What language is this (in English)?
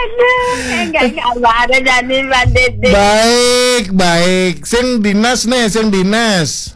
Balinese